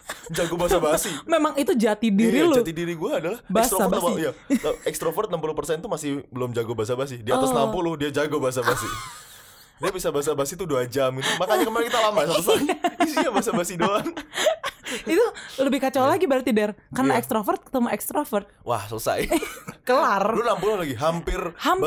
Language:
Indonesian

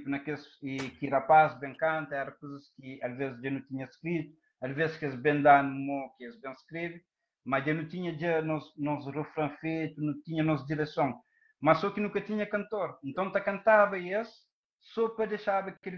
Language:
Kabuverdianu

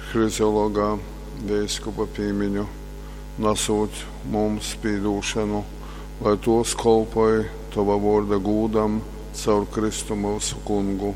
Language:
Latgalian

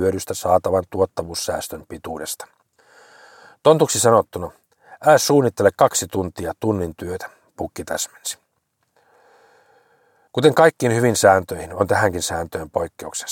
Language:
Finnish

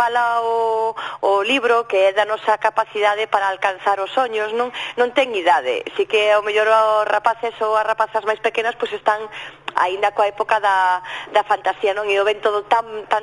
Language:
Galician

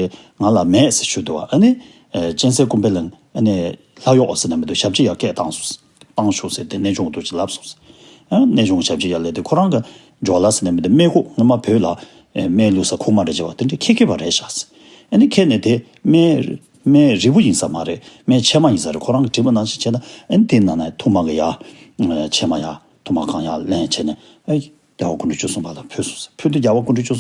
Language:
Tibetan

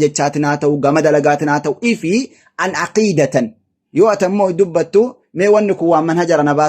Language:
Oromo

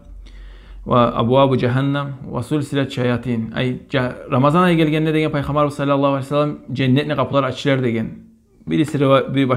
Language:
Kumyk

